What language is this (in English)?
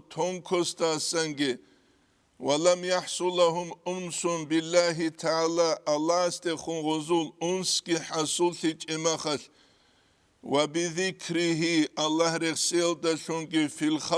Avaric